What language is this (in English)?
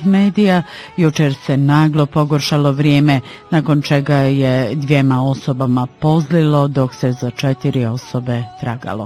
Bosnian